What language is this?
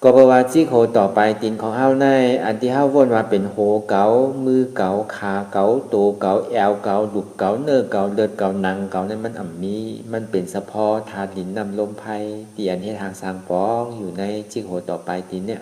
Shan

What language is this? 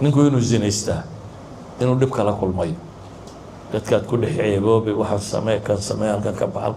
Somali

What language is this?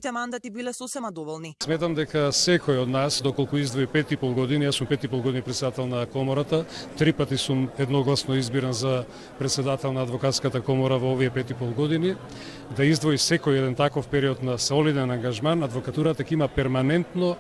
Macedonian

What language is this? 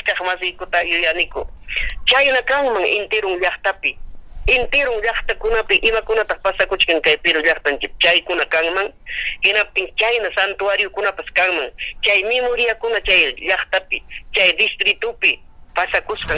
Ayacucho Quechua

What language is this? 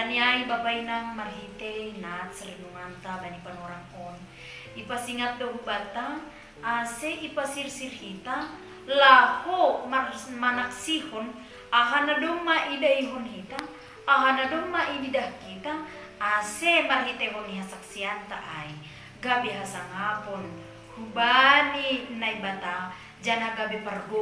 Batak Simalungun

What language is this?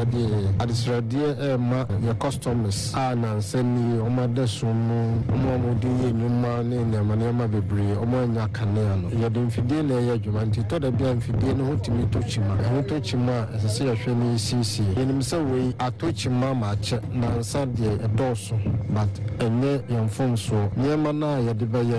Akan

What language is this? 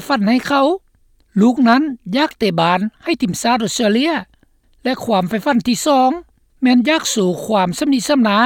Lao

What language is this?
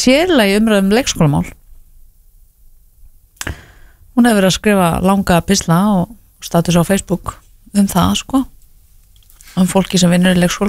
Icelandic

